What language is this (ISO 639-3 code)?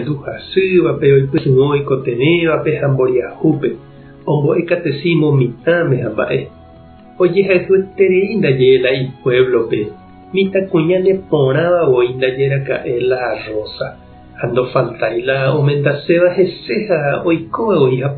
grn